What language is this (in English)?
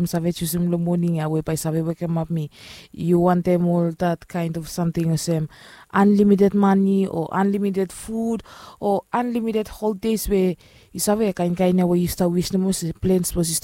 Bislama